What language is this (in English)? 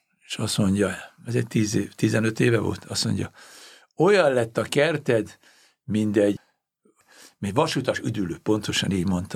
Hungarian